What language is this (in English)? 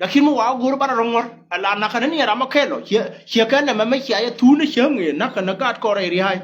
Nuer